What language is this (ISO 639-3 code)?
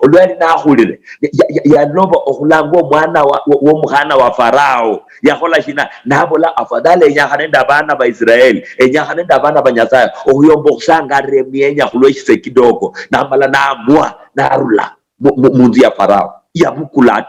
luy